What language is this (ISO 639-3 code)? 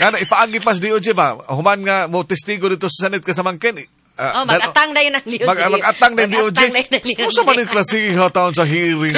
ceb